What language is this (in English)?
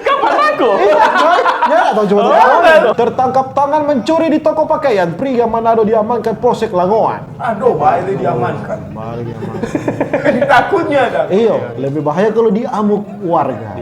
Manado Malay